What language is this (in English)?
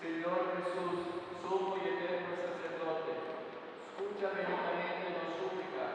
Papiamento